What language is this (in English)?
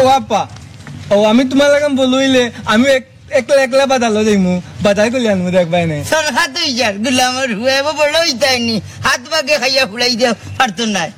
Sylheti